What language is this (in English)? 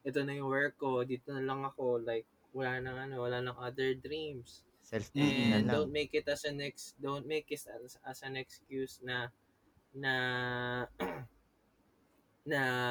Filipino